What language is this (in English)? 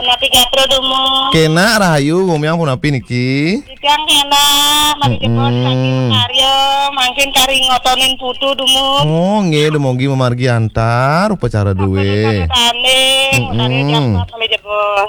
Balinese